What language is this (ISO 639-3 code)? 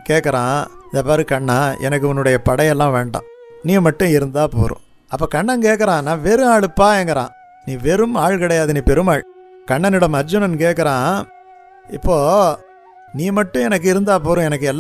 tam